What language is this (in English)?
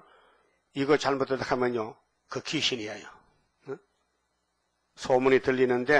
Korean